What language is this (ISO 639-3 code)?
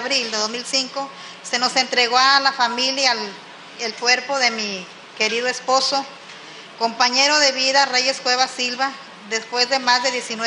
spa